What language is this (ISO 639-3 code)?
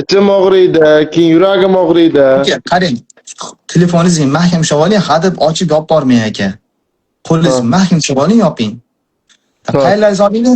uzb